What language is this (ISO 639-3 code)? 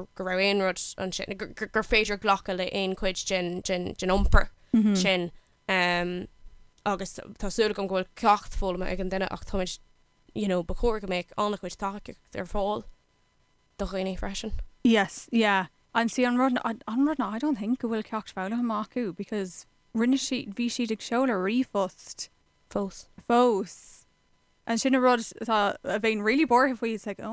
gle